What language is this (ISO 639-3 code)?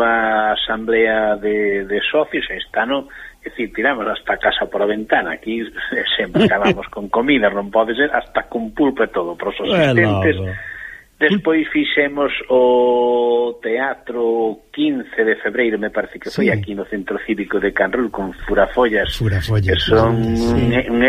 glg